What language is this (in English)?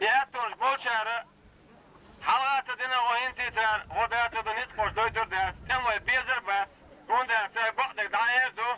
Chechen